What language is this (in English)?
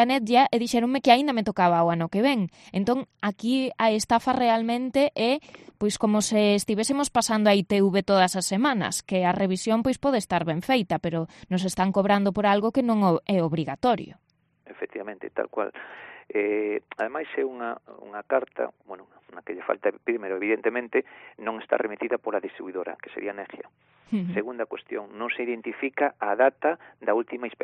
Galician